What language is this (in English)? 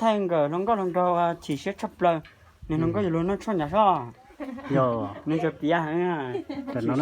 Hmong